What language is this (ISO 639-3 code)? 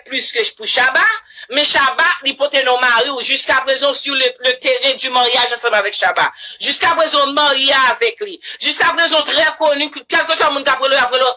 hat